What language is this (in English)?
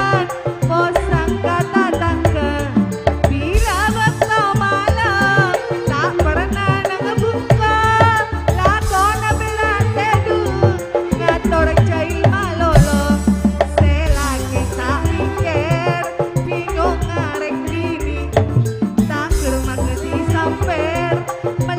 Madurese